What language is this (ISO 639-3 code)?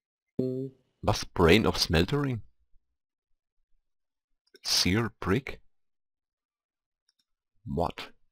deu